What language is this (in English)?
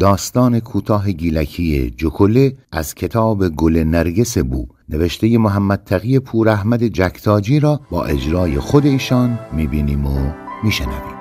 Gilaki